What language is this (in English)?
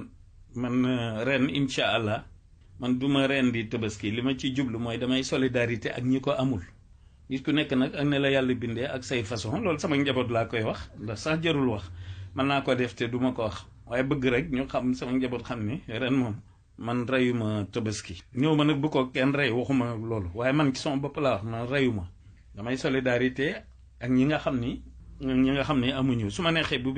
Wolof